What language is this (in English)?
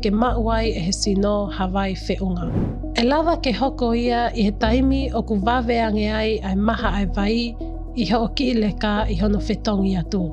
Tongan